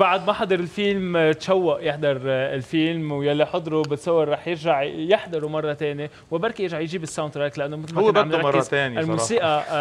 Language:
North Levantine Arabic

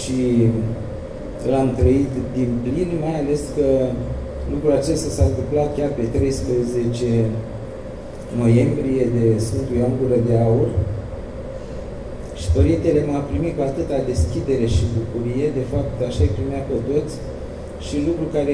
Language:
Romanian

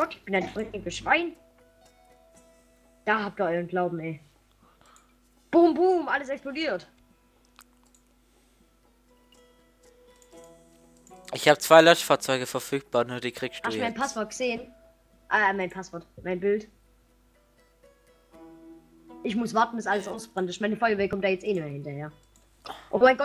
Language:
German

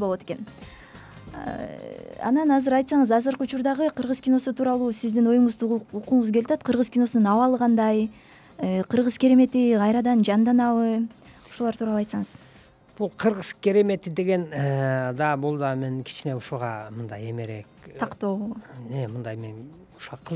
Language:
Kyrgyz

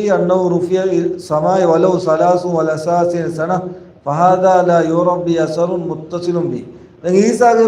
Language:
Divehi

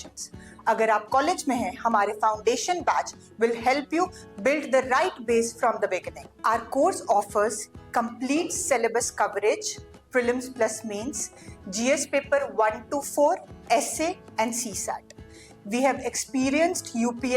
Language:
Dogri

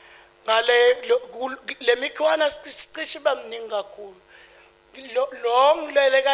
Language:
Zulu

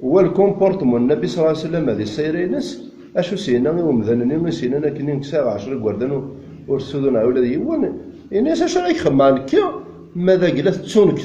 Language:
Kabyle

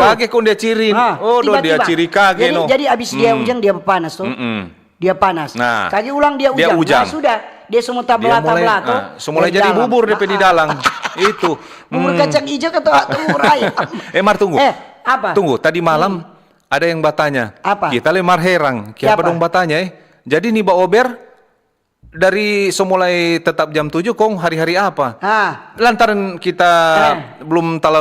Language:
Manado Malay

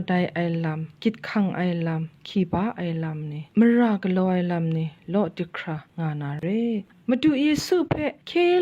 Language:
Kachin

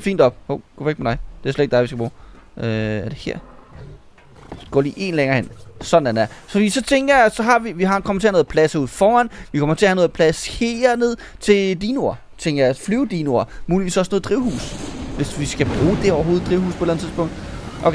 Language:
Danish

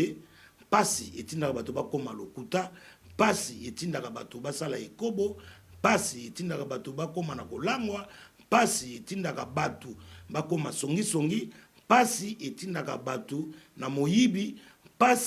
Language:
Lingala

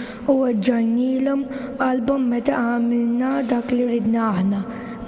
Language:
Maltese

